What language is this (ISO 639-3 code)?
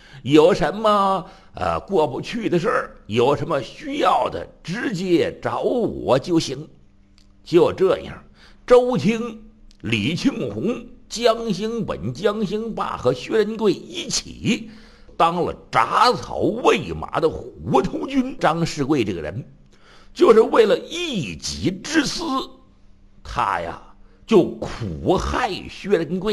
zho